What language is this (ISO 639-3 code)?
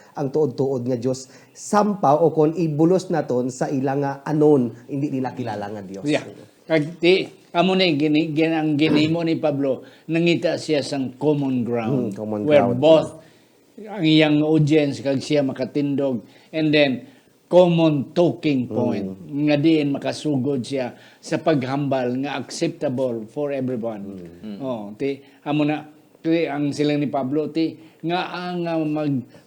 hil